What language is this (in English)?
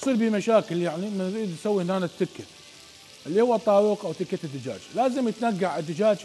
Mesopotamian Arabic